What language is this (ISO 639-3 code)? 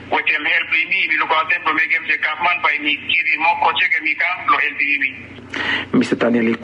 bis